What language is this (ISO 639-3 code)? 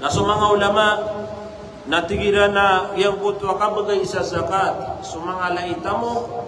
mrw